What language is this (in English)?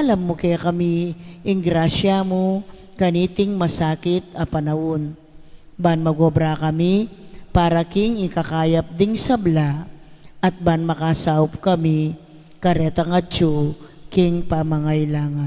Pampanga